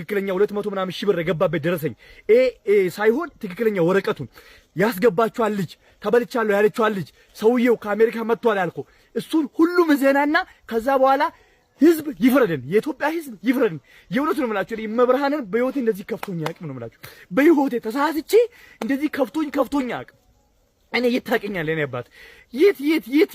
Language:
Amharic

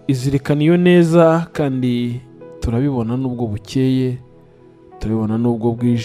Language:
Kinyarwanda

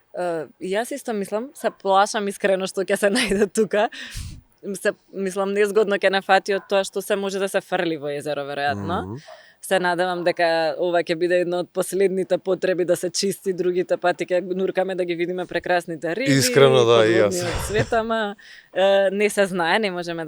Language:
Macedonian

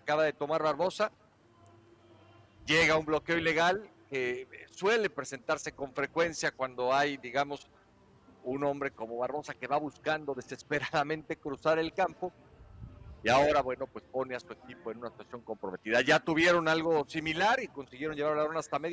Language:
Spanish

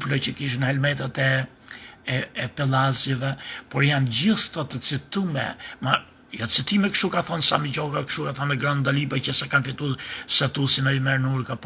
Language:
Albanian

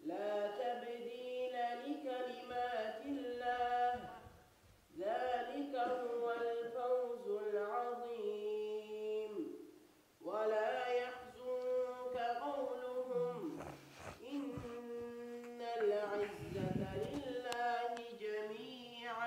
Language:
Kumyk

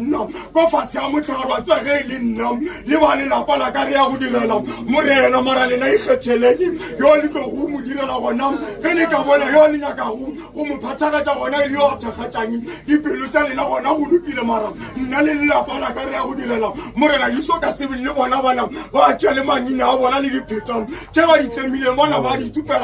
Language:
Northern Sotho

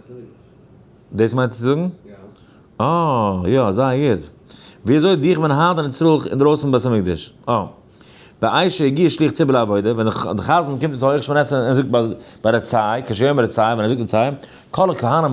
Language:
Yiddish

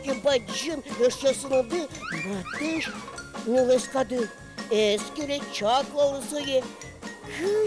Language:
Udmurt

